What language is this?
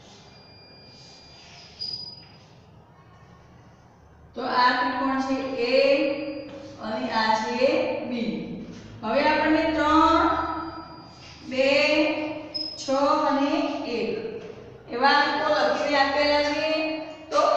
Gujarati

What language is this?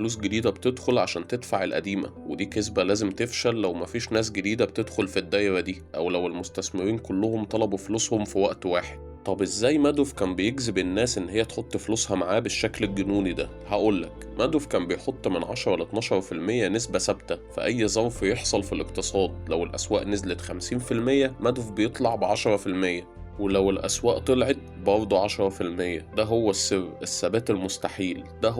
Egyptian Arabic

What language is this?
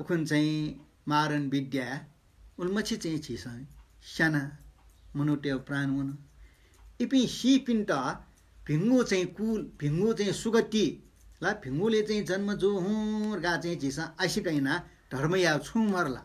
Newari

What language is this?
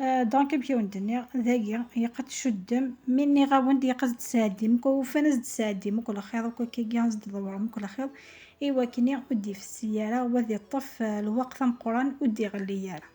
Kabyle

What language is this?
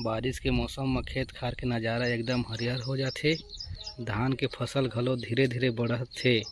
Chhattisgarhi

